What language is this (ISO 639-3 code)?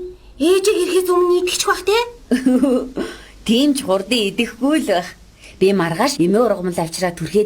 mon